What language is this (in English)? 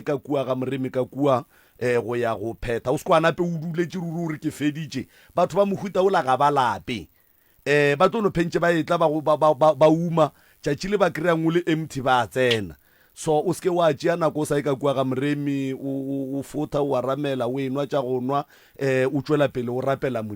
Northern Sotho